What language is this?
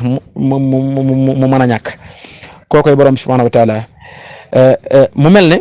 Wolof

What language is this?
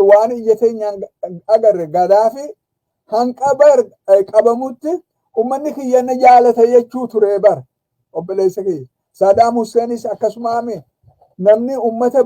Oromo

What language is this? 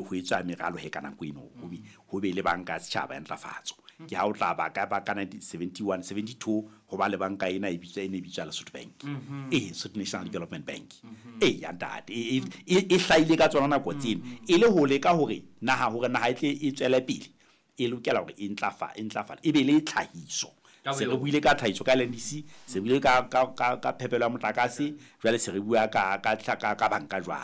Southern Sotho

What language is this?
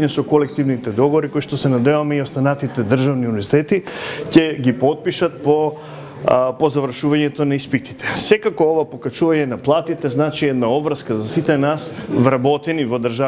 Macedonian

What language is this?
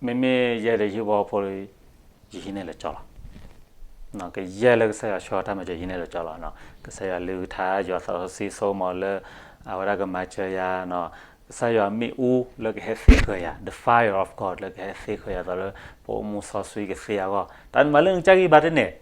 S'gaw Karen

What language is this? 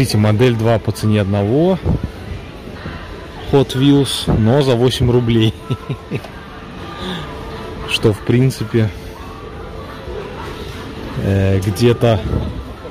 Russian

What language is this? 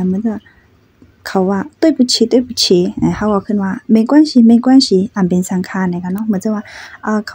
Shan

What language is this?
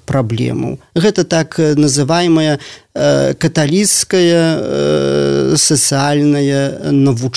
Belarusian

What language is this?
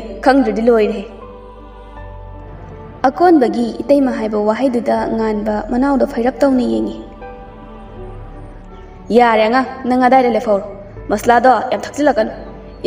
Manipuri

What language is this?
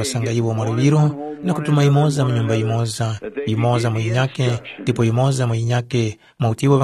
Tumbuka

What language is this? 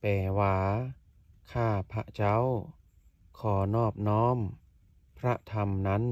Lao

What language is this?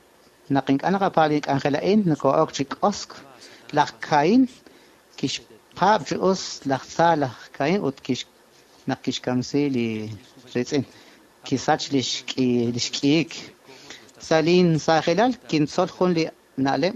Kekchí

